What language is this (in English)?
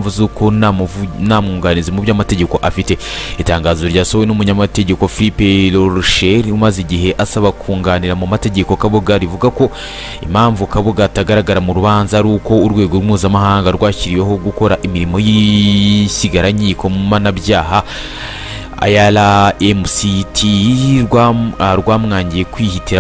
Kinyarwanda